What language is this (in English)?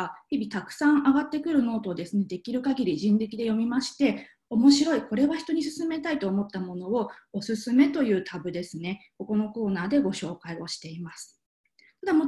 Japanese